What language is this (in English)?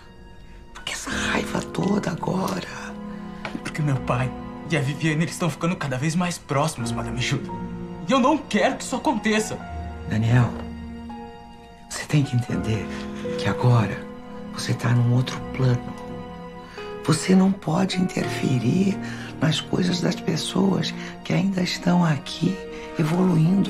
Portuguese